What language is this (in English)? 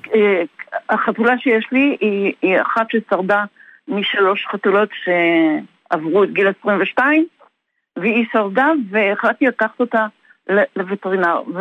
Hebrew